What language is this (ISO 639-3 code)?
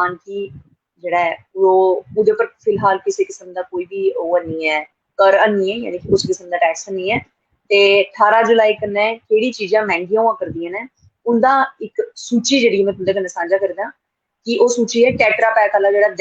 doi